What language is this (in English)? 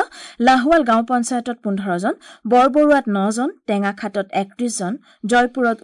Assamese